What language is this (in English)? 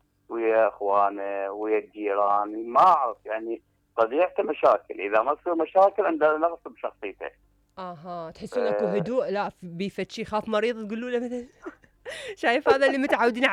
Mesopotamian Arabic